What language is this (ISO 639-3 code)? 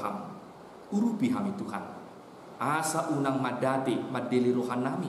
bbc